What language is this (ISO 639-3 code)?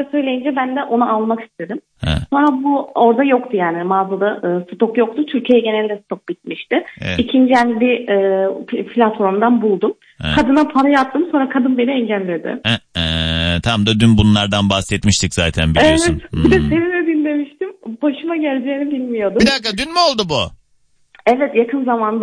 tur